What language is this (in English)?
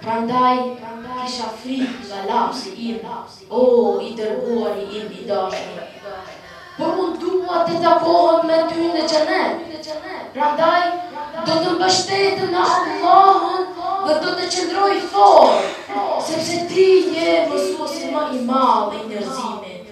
Albanian